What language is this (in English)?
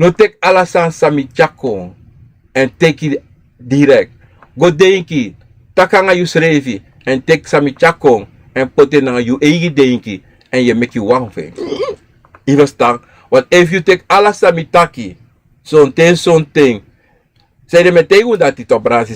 Sranan Tongo